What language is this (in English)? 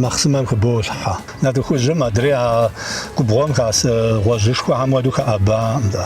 Kabardian